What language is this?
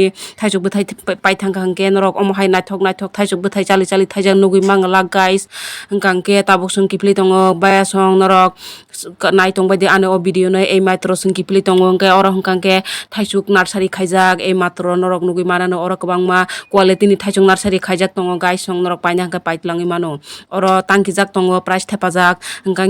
Kok Borok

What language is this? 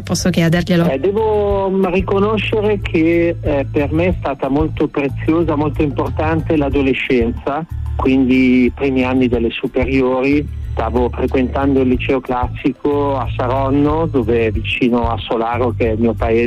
Italian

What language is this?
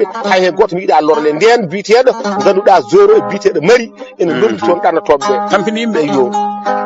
Fula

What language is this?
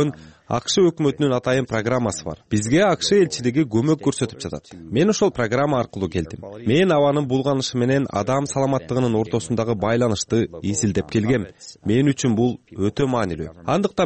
Kyrgyz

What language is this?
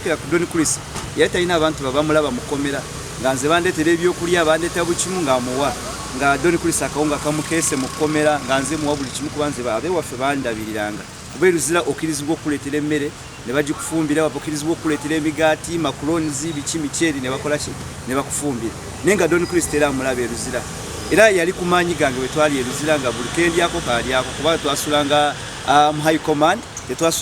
Ganda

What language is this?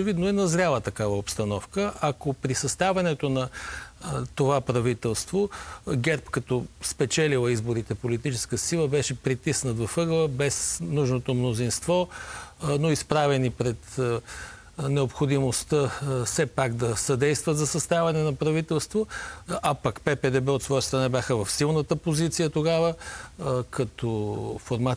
Bulgarian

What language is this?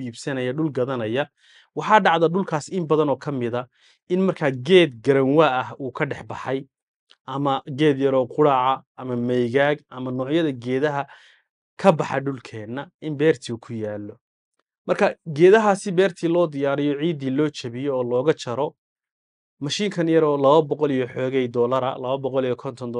Somali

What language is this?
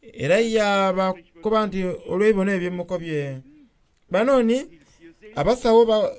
Soga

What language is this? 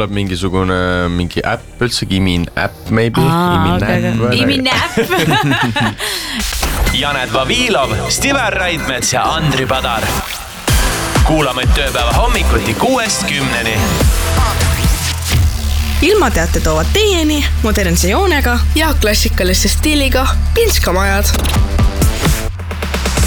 Estonian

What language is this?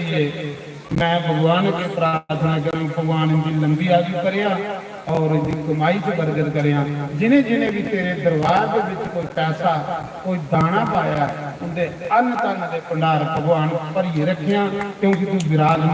Dogri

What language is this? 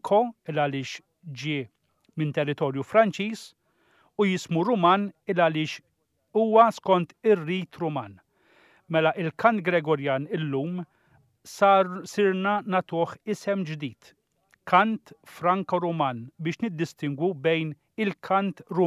Maltese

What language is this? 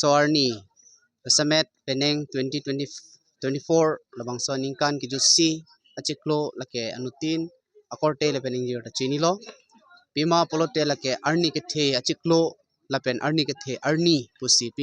Karbi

